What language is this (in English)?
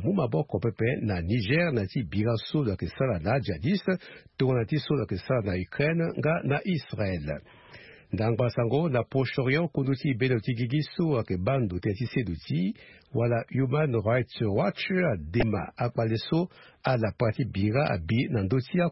Sango